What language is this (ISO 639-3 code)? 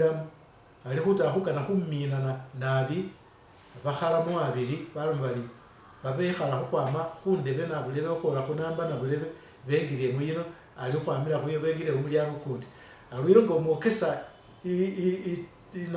myx